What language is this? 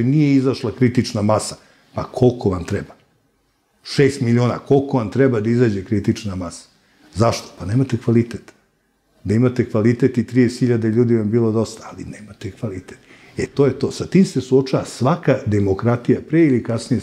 Serbian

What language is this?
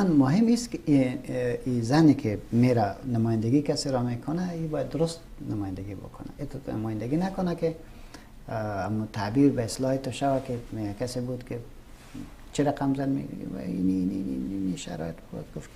Persian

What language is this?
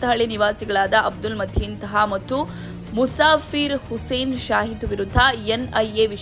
Kannada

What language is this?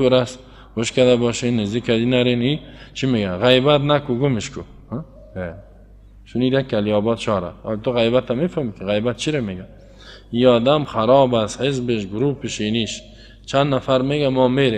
Persian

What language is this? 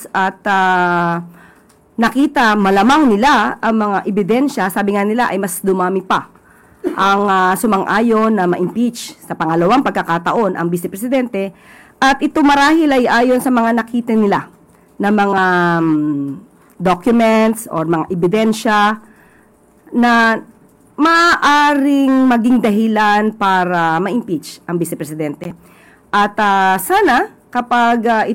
Filipino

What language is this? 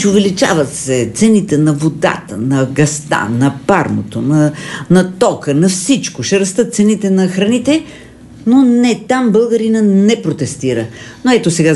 Bulgarian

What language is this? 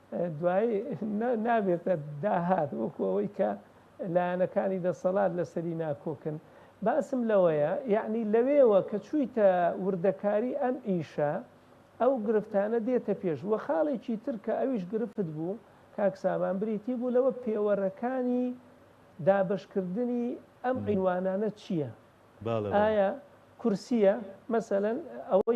Central Kurdish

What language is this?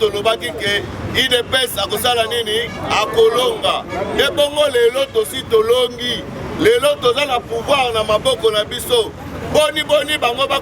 Lingala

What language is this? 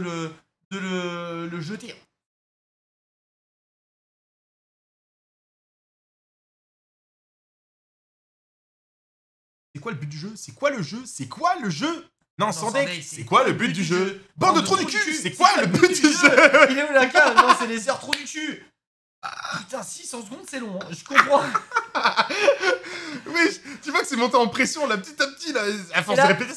French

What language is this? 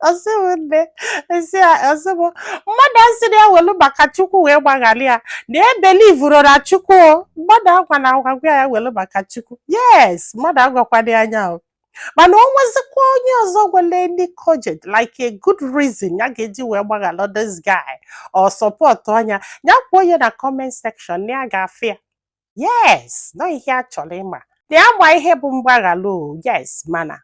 Igbo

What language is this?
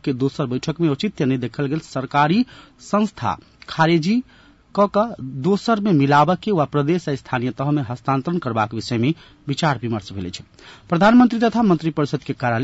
Maithili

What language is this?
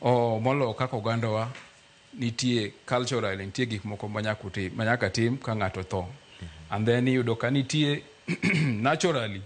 Luo (Kenya and Tanzania)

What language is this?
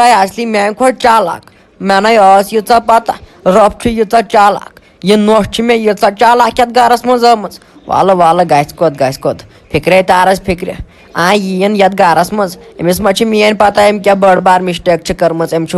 Kashmiri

